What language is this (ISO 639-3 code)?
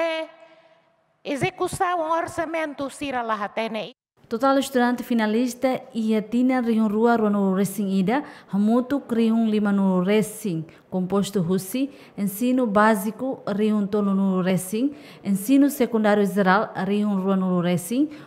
tet